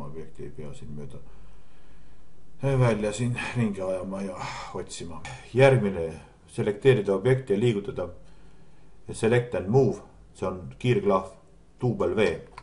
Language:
Estonian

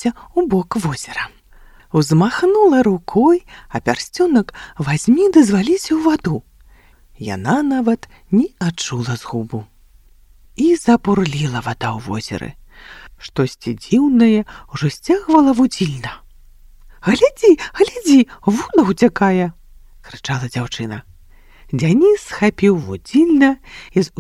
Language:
Belarusian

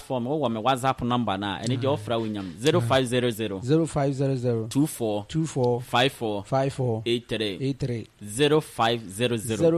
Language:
Akan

